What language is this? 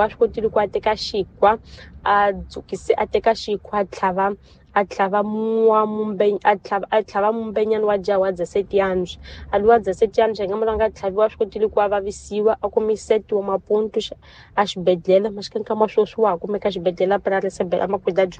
Tsonga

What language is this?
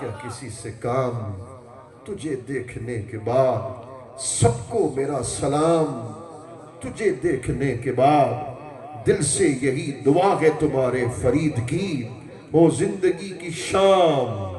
Saraiki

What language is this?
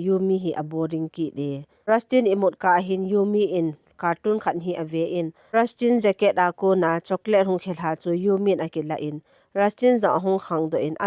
Thado Chin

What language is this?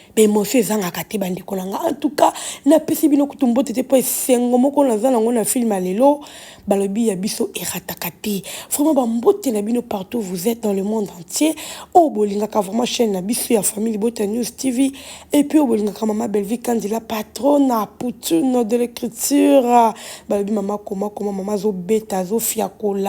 Lingala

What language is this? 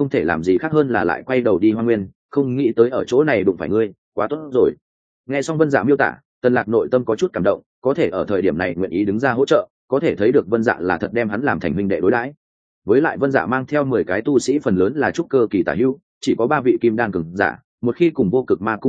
Vietnamese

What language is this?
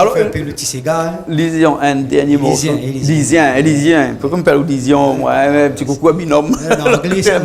Réunion Creole French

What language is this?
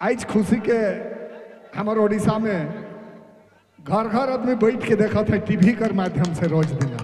Sadri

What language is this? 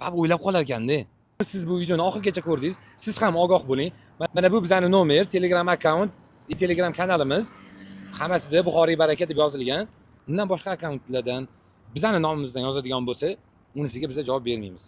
Uzbek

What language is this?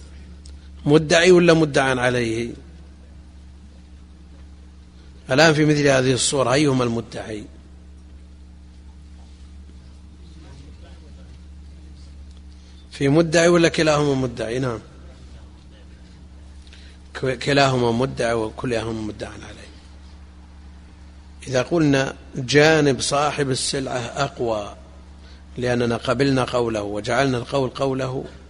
Arabic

